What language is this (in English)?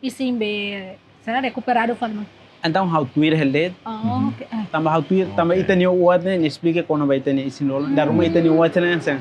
Tetum